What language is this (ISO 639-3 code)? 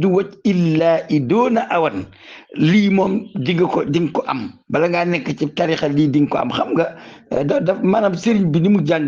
wol